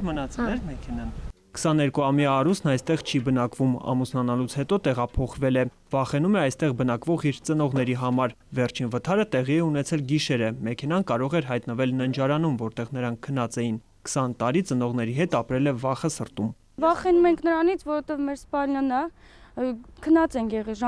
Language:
Armenian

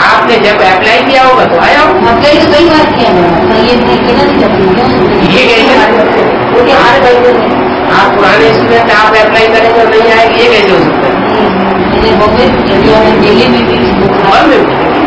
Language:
Hindi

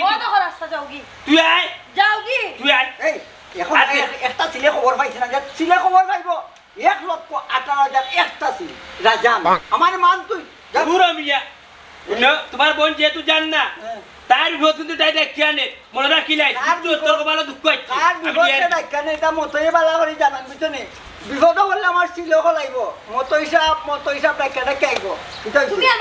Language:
Sylheti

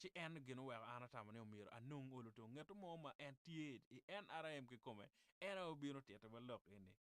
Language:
Acoli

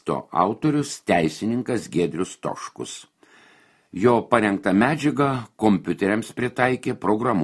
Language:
Lithuanian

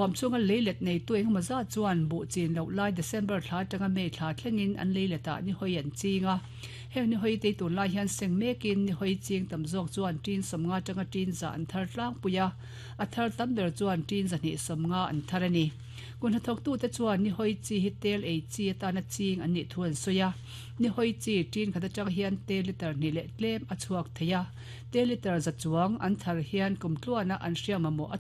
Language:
Mizo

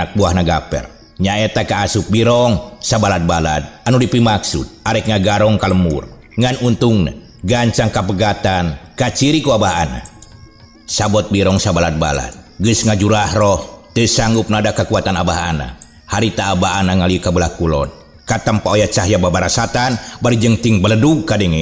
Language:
Sundanese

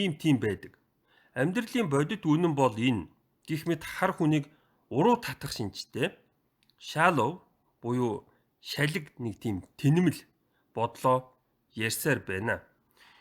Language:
Mongolian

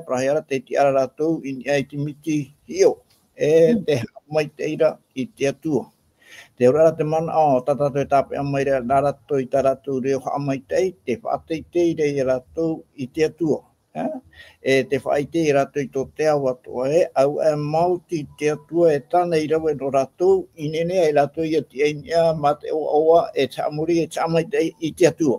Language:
Tahitian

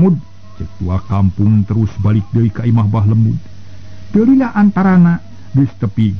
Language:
Sundanese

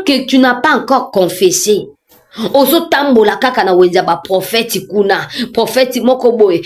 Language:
Lingala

